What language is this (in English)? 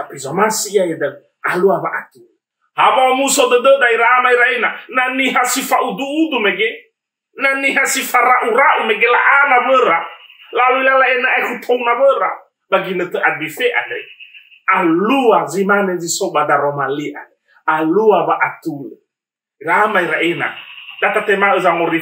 Nias